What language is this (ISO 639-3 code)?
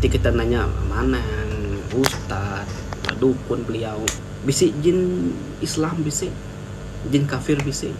iba